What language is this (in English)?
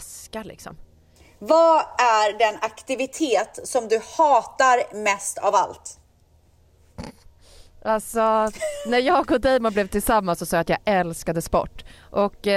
Swedish